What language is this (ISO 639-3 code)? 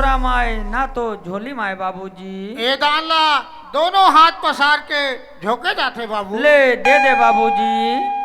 hne